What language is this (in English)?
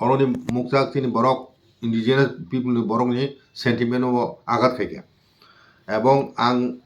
Kok Borok